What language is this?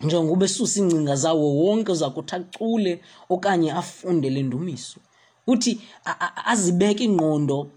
Xhosa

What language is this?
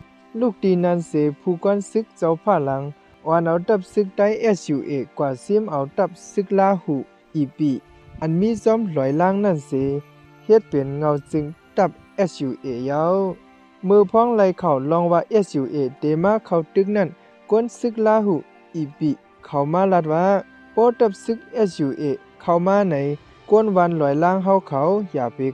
Shan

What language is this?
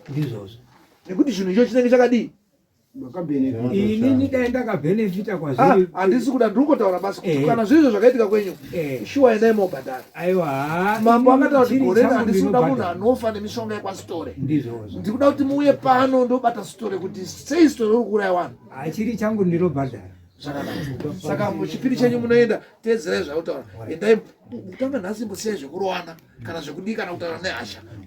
Shona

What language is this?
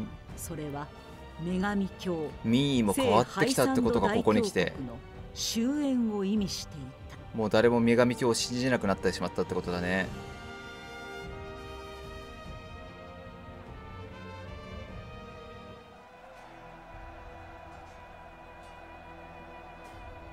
Japanese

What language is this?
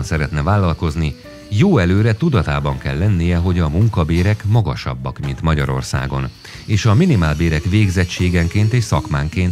Hungarian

